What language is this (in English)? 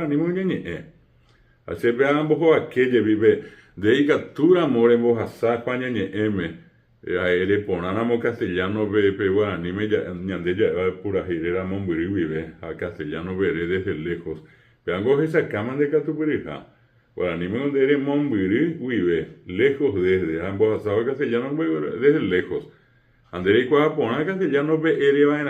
Guarani